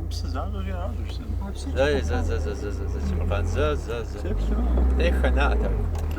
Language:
Kabardian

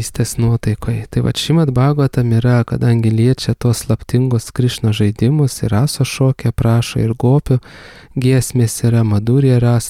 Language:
Lithuanian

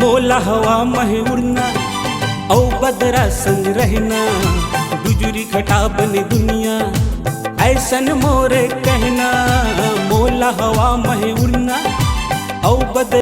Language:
Chhattisgarhi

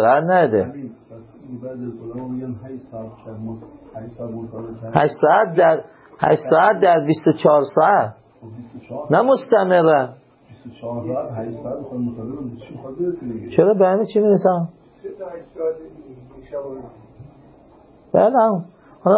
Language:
Persian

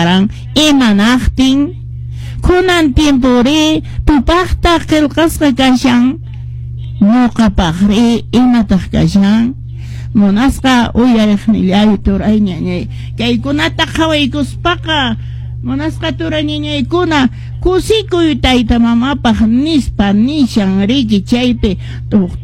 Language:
Quechua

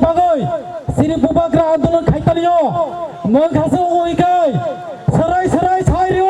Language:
Kok Borok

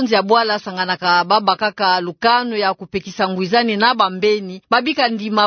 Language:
Kituba (Democratic Republic of Congo)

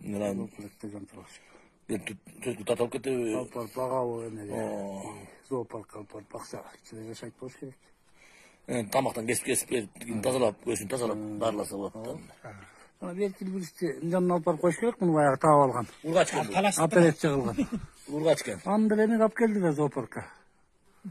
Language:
Kyrgyz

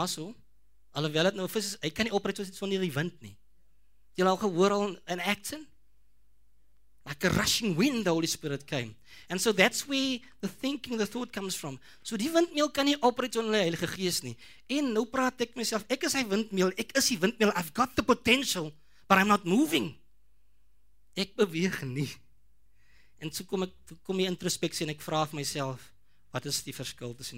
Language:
Afrikaans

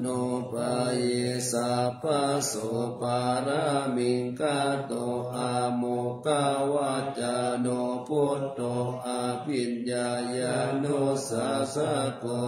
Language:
Pali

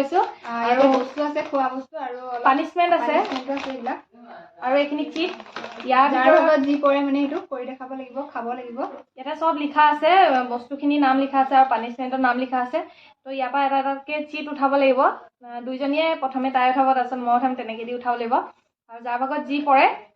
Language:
Assamese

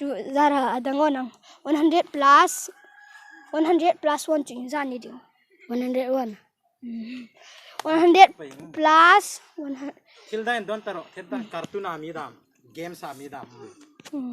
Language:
Hmar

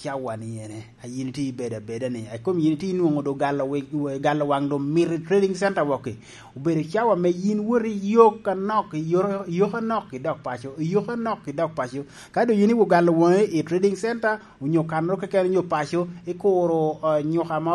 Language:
Lango (Uganda)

